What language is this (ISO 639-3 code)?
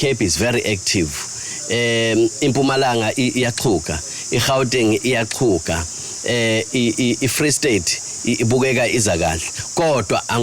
zul